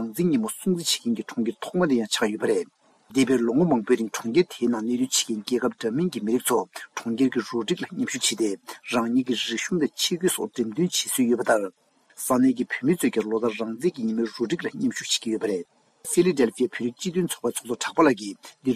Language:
Tibetan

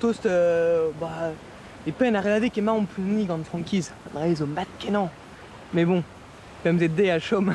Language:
Breton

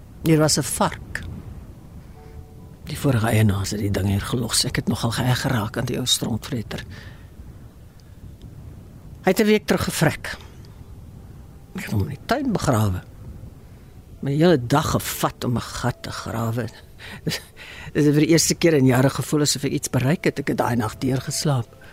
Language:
Afrikaans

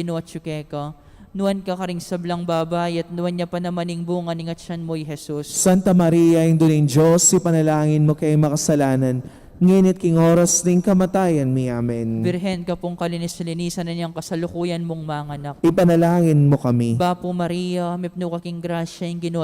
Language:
Pampanga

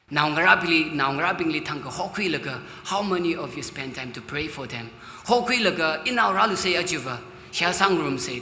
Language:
Tangkhul Naga (India)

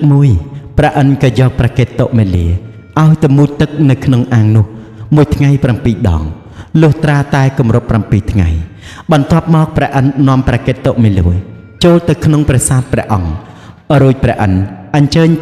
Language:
Khmer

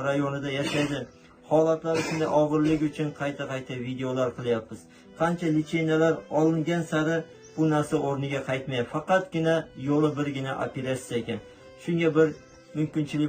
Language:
Uzbek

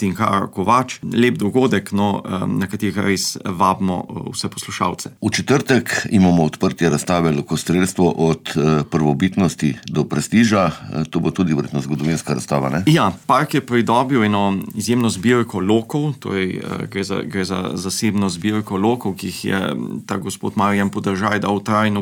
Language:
Slovenian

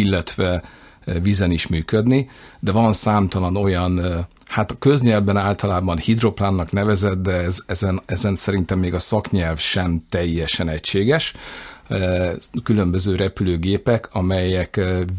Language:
Hungarian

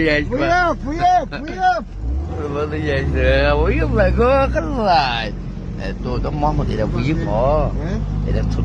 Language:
South Azerbaijani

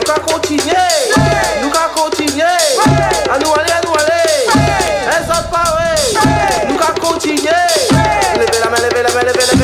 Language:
Réunion Creole French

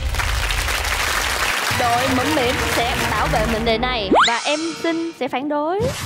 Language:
Vietnamese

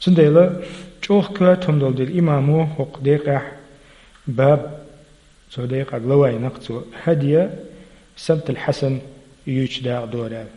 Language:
Chechen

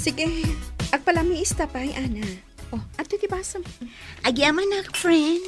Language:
Iloko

